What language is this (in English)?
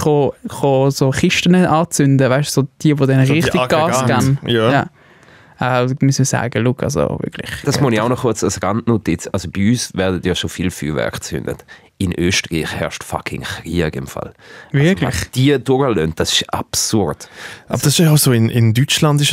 Swiss German